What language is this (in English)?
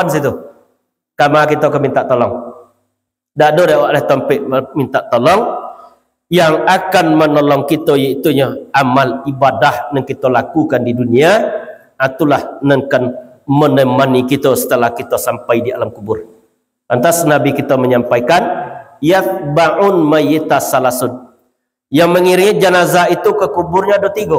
Minangkabau